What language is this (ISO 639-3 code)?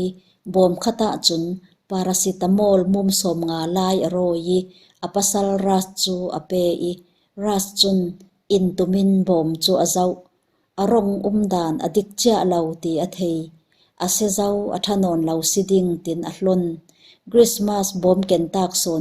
cfm